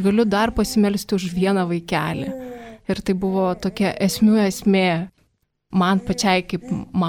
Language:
Lithuanian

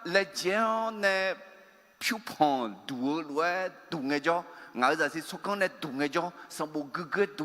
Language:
Akha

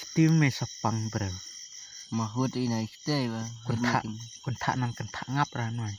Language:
Khasi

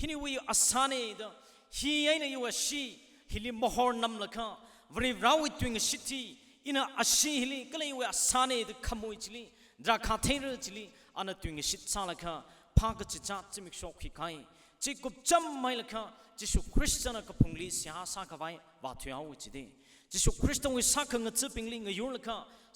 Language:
Tangkhul Naga (India)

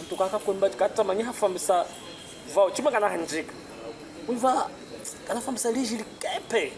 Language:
Chokwe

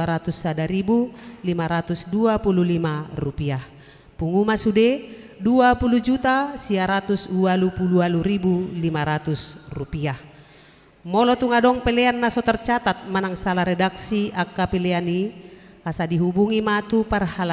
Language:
Batak Toba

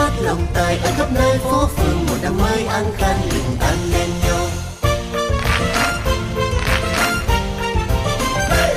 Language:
Vietnamese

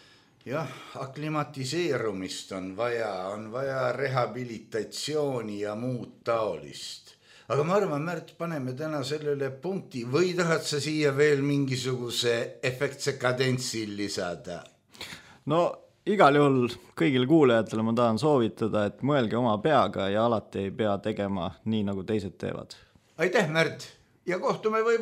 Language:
Estonian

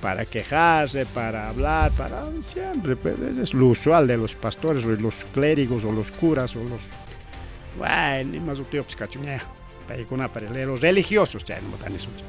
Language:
Ayacucho Quechua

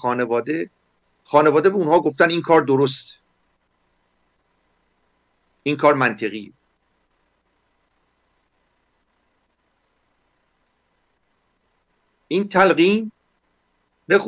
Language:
Persian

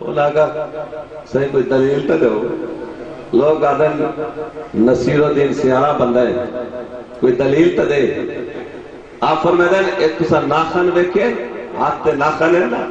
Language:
Saraiki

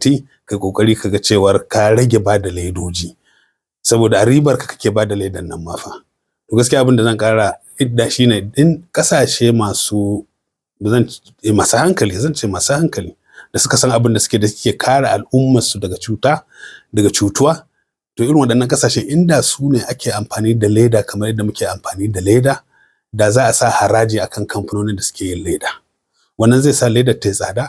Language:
Hausa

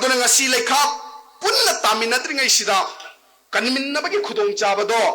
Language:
Manipuri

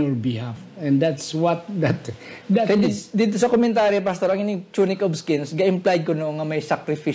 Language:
Hiligaynon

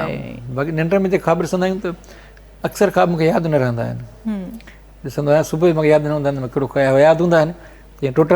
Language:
Sindhi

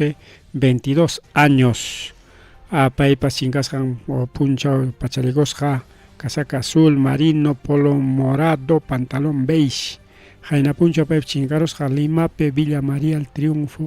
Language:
Ayacucho Quechua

